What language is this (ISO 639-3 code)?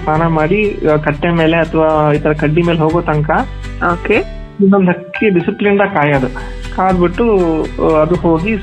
kan